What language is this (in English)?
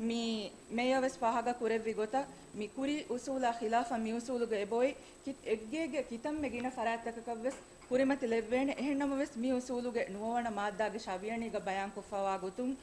Divehi